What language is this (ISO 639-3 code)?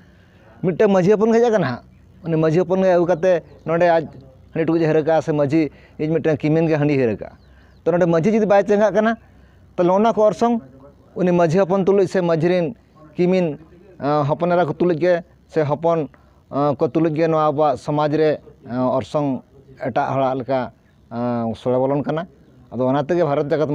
sat